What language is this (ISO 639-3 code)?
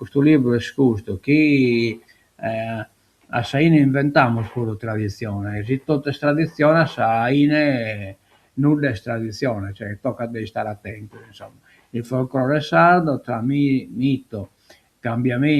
srd